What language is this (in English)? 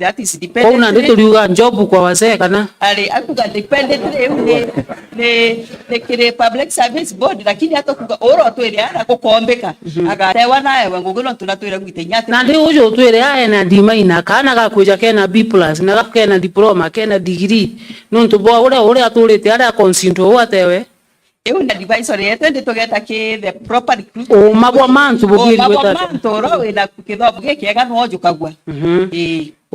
Meru